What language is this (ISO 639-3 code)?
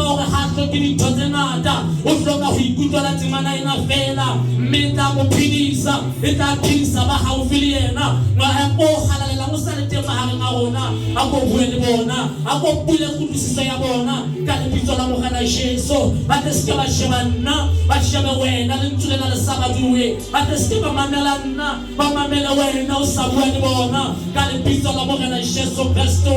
sot